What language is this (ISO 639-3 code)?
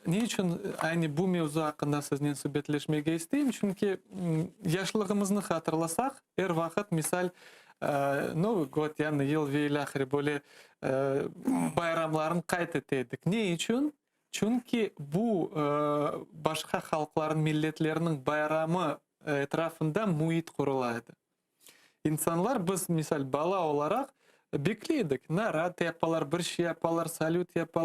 crh